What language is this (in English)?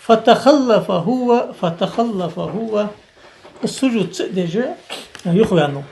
Ingush